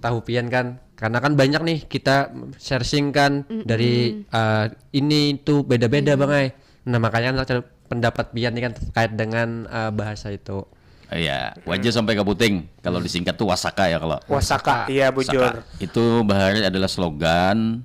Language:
Banjar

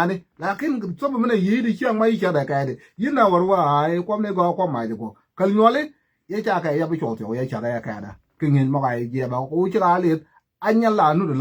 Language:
Nuer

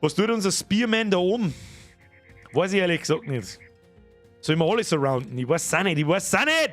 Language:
Bavarian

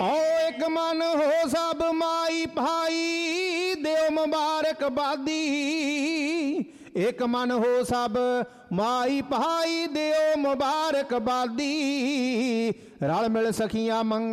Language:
Punjabi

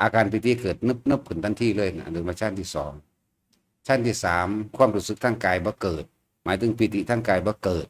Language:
Northeastern Thai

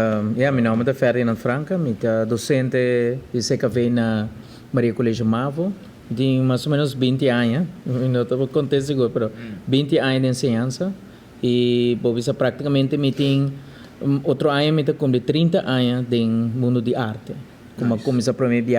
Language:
Papiamento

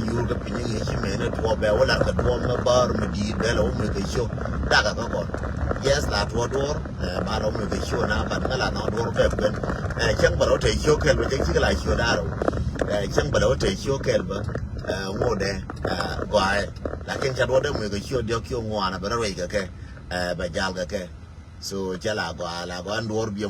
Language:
Nuer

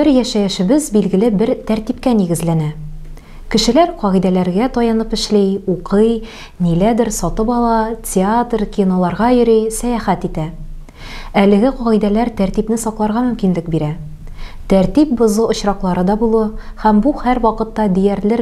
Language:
Tatar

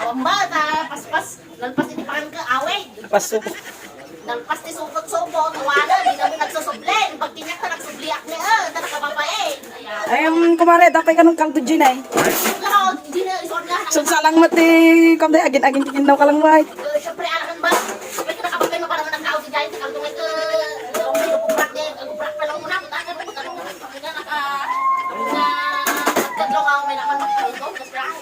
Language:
Iloko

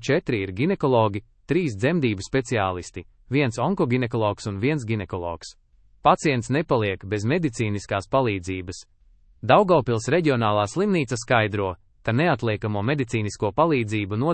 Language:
Latvian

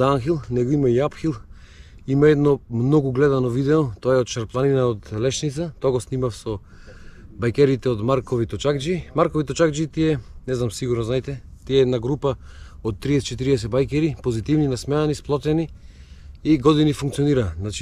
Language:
Macedonian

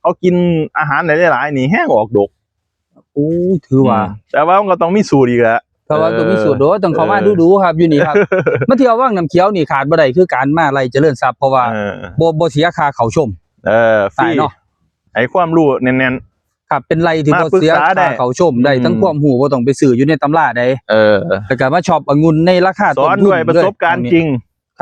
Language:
Northeastern Thai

